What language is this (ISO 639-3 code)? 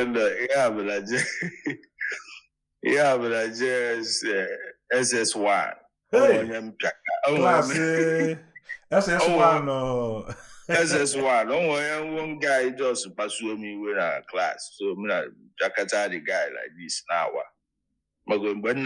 ibo